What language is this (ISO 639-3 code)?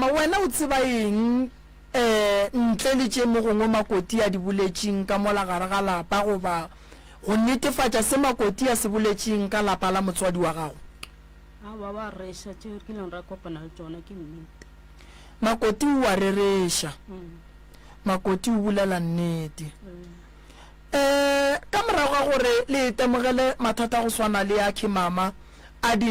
nso